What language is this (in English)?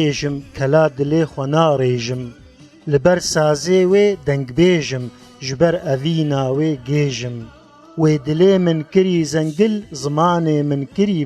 Kurdish